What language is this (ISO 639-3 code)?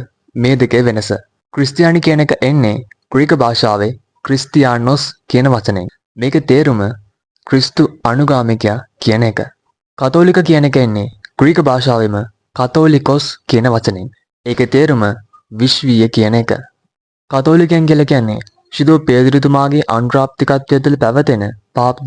sin